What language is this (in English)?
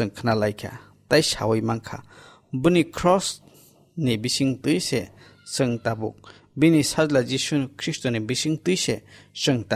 Kok Borok